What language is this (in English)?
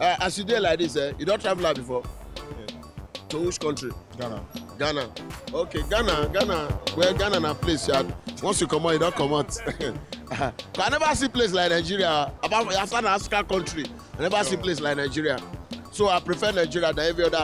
Nigerian Pidgin